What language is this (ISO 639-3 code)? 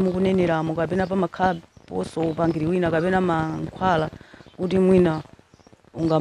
nya